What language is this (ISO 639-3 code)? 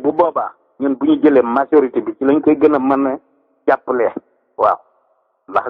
wol